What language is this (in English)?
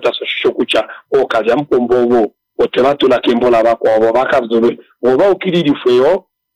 Kuanyama